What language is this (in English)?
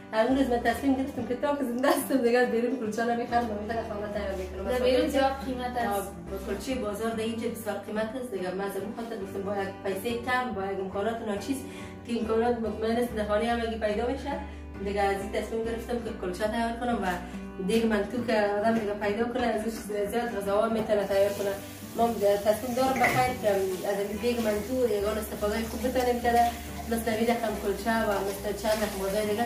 Persian